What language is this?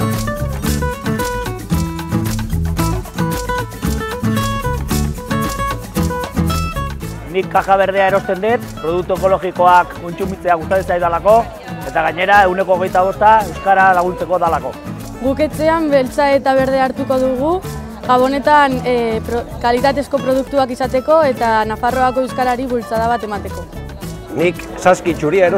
Basque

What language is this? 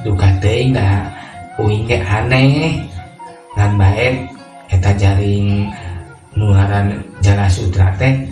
Sundanese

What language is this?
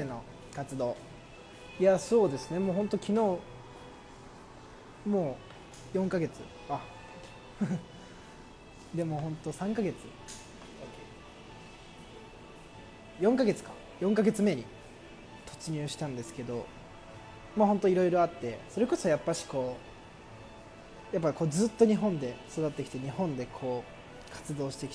Japanese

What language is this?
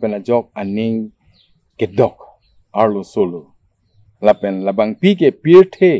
Karbi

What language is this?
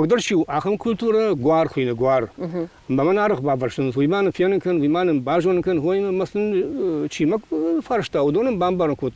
Ossetic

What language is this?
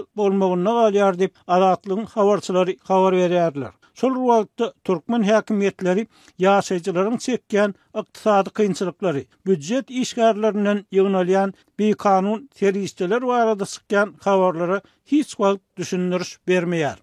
Turkmen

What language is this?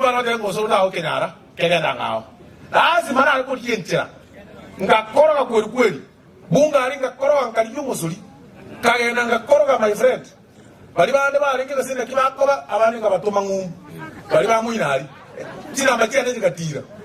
Gusii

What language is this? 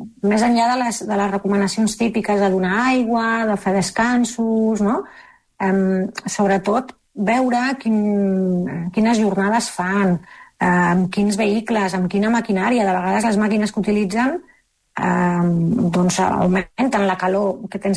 Catalan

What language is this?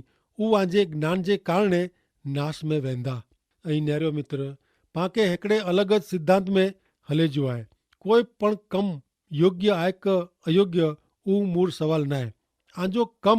Kachhi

